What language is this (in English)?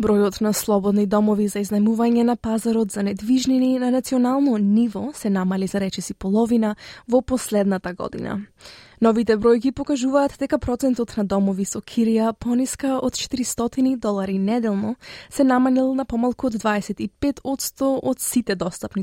Macedonian